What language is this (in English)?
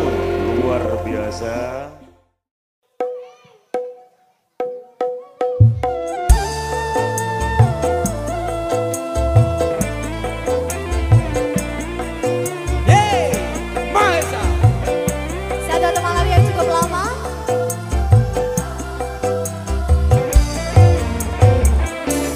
Indonesian